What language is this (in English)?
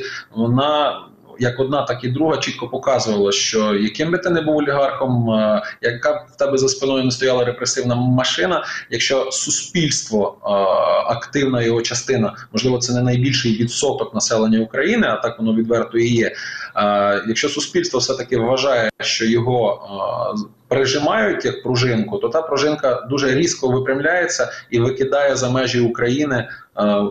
Ukrainian